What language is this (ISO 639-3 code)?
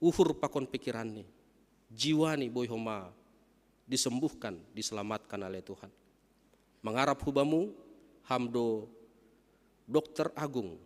bts